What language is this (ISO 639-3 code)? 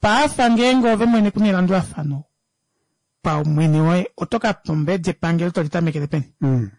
kua